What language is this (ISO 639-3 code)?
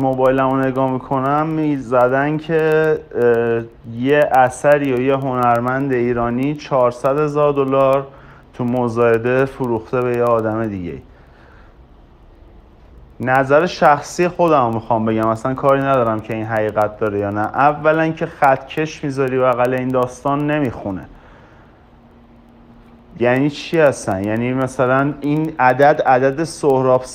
fas